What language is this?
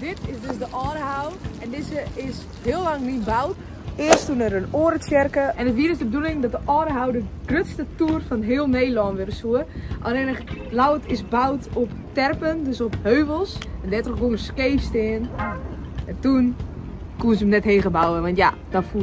Western Frisian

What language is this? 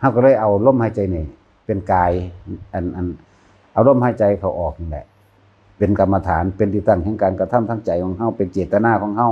Northeastern Thai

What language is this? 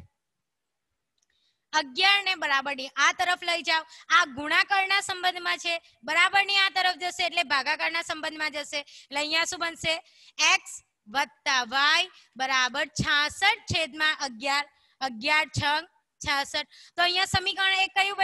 Gujarati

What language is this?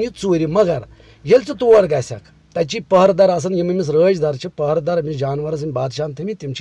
Kashmiri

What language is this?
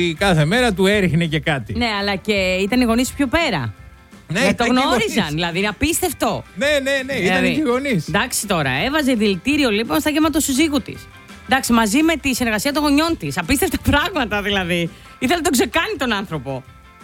Greek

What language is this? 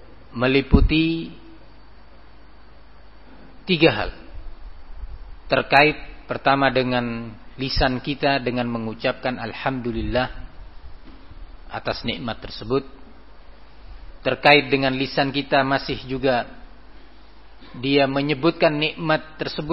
Indonesian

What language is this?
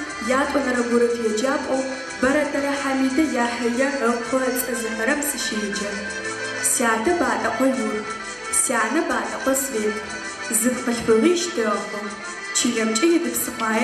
Adyghe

